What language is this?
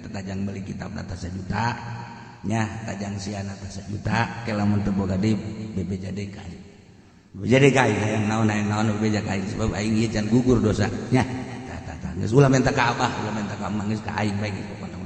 Sundanese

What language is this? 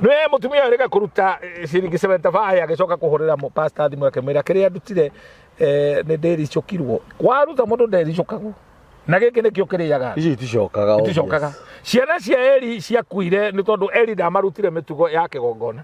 Kikuyu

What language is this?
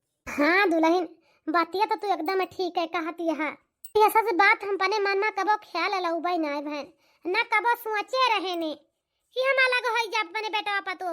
Awadhi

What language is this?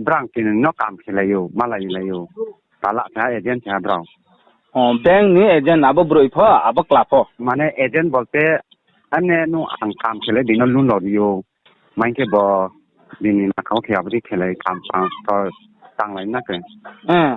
Riang (India)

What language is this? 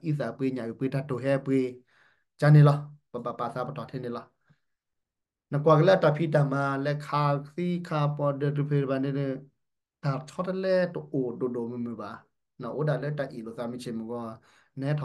S'gaw Karen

